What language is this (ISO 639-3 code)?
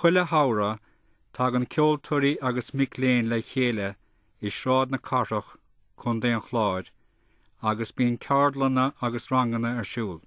gle